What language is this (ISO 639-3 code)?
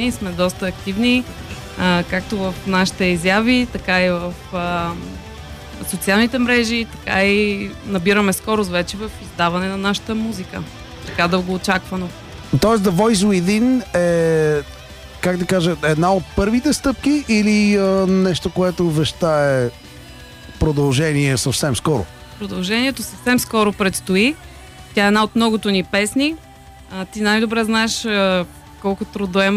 bul